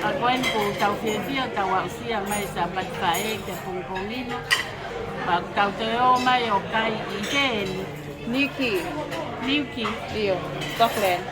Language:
Tongan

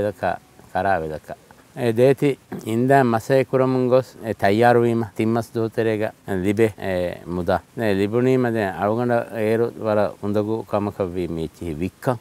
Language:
Divehi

